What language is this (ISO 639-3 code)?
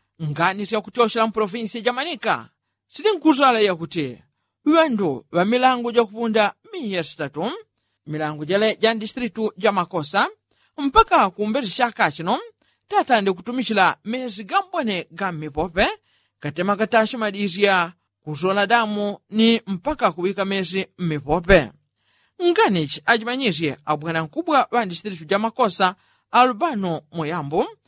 yao